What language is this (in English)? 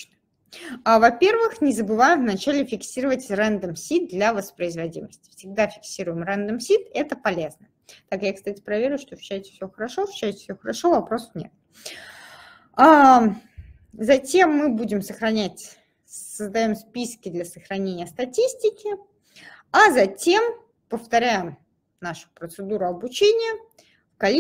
Russian